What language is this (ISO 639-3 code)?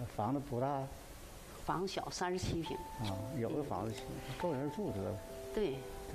zho